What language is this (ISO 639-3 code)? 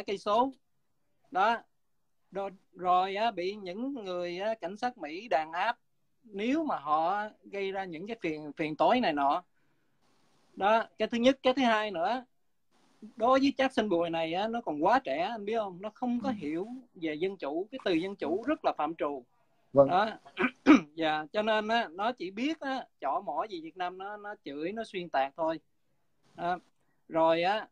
vie